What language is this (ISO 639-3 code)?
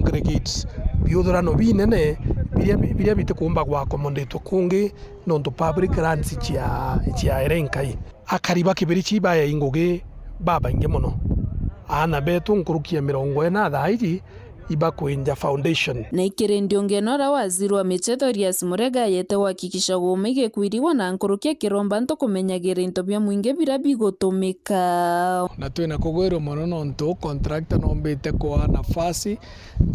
mer